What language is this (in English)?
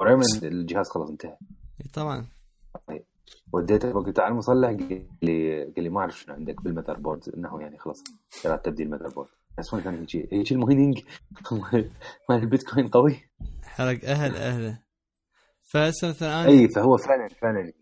Mesopotamian Arabic